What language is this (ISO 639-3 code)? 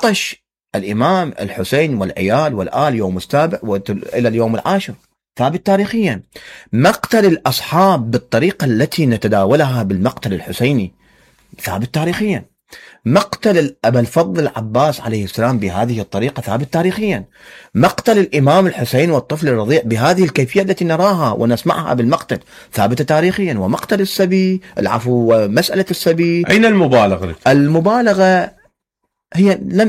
acm